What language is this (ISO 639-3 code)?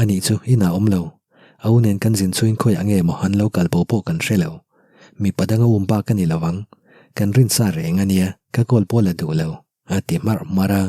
lus